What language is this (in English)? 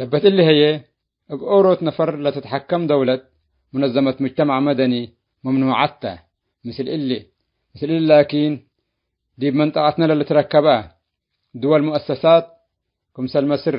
Tigre